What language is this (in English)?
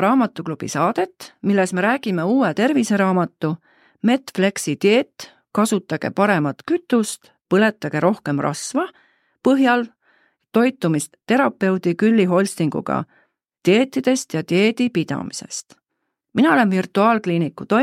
Estonian